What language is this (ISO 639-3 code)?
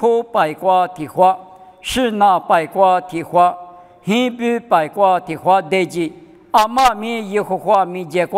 lis